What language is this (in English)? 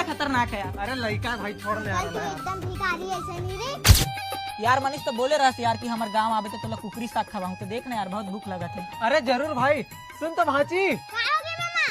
Chhattisgarhi